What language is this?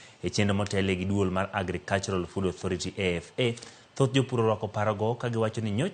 Luo (Kenya and Tanzania)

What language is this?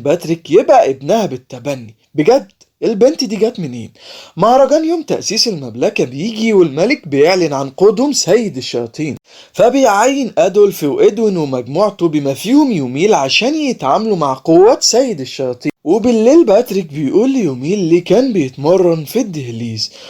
Egyptian Arabic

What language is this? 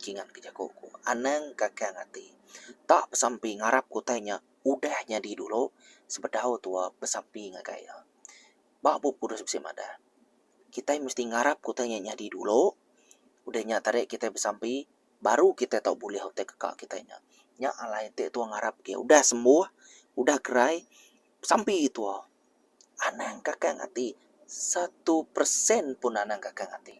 Iban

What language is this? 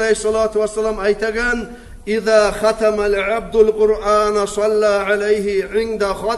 Kumyk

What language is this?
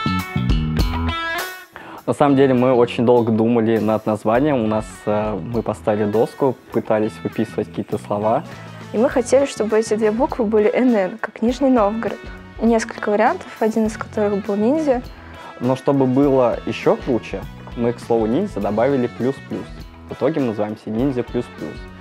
Russian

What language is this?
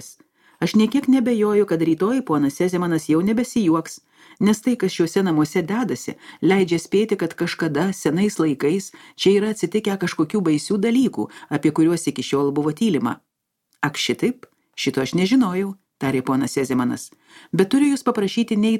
Lithuanian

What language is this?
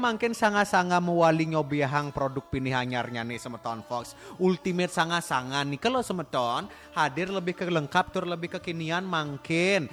Balinese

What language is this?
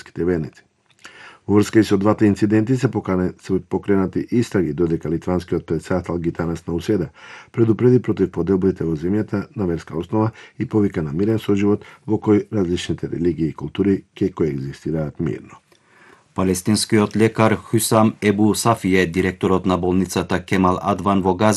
Macedonian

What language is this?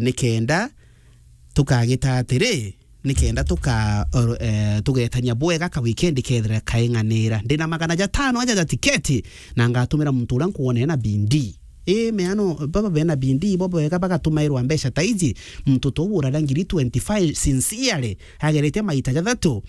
Meru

